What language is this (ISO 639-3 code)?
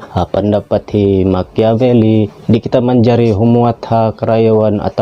tsg